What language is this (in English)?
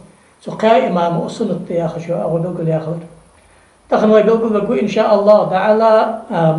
Ingush